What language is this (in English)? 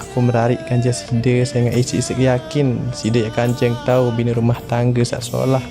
Sasak